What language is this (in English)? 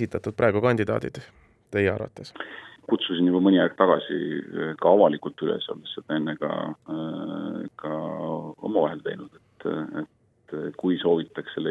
Estonian